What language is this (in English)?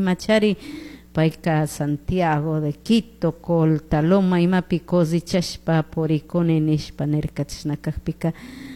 Chimborazo Highland Quichua